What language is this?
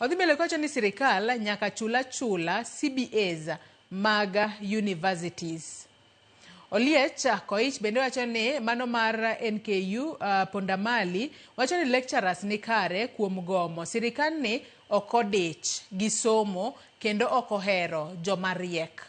Luo (Kenya and Tanzania)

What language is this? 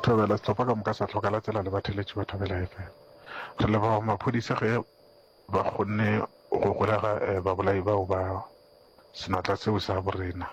Northern Sotho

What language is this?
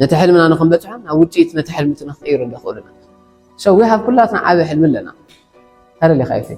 Tigrinya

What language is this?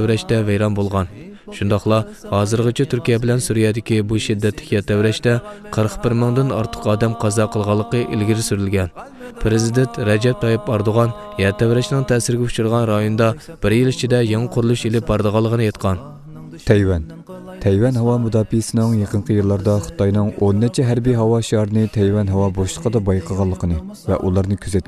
Uyghur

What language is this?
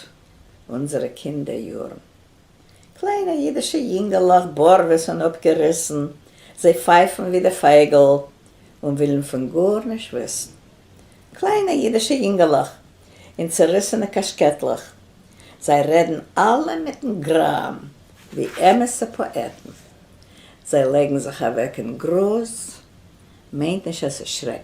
Yiddish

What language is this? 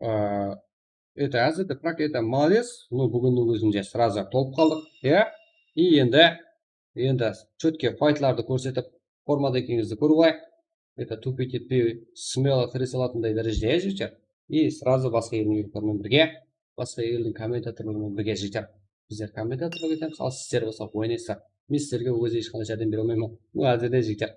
Kara-Kalpak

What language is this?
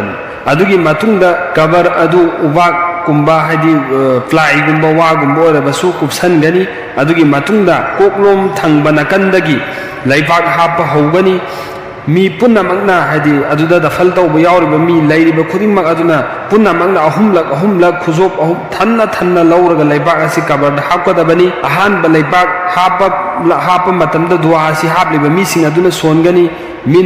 Manipuri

